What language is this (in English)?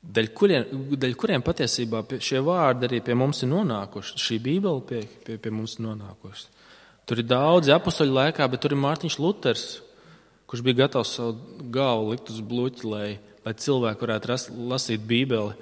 Latvian